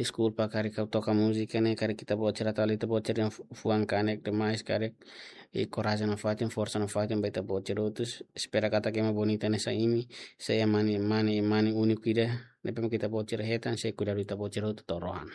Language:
Tetum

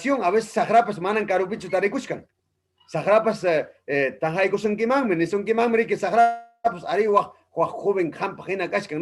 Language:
Ayacucho Quechua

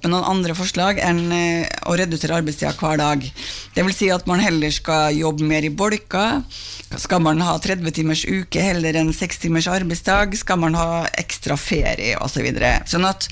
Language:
Norwegian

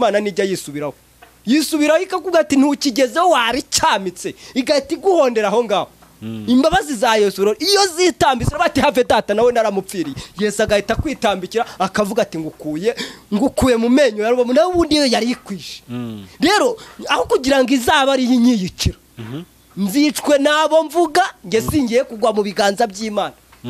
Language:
Kinyarwanda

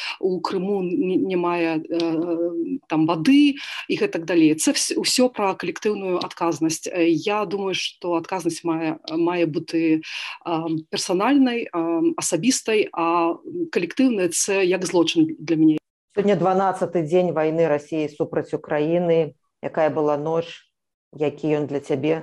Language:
Belarusian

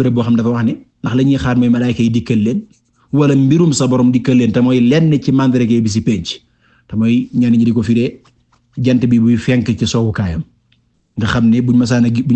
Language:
Wolof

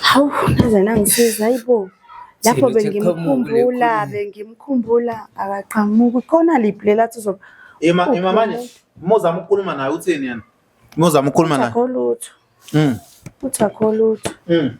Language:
Zulu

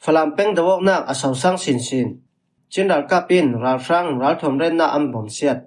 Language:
Falam Chin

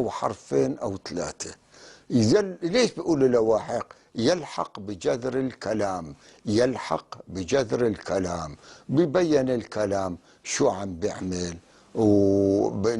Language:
North Levantine Arabic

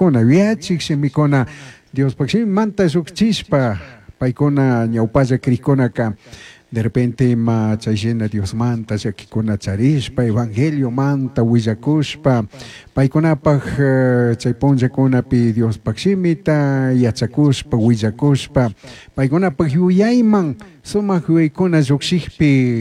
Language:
Chimborazo Highland Quichua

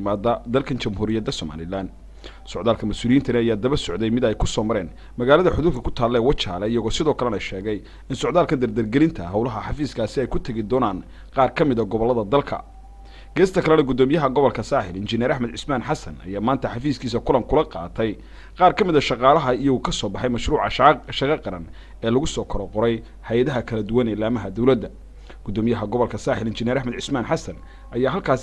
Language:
Somali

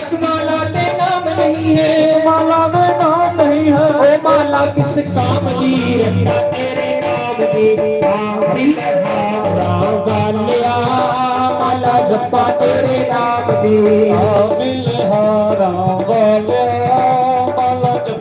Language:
Dogri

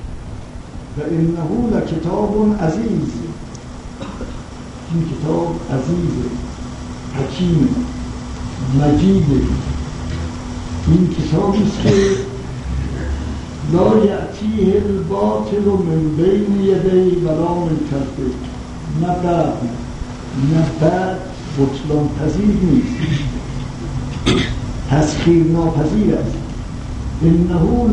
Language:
Persian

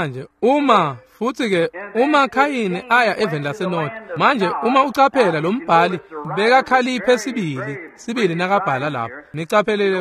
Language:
Swati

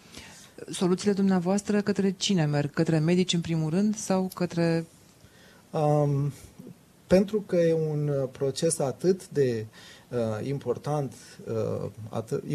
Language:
Romanian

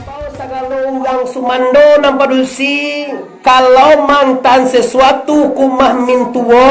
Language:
Minangkabau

